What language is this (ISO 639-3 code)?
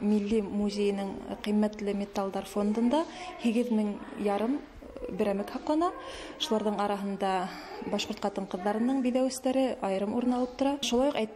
bak